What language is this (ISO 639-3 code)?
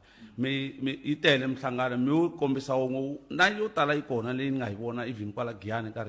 tso